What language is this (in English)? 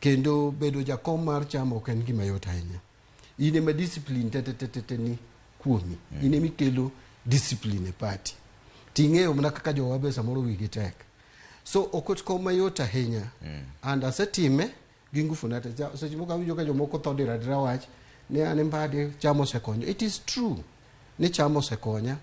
Luo (Kenya and Tanzania)